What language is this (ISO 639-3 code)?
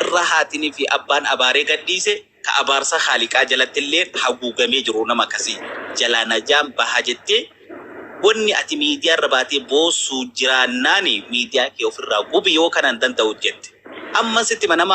orm